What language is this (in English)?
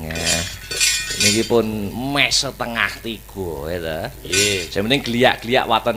Javanese